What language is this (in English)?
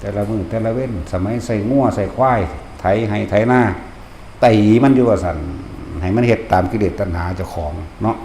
Northeastern Thai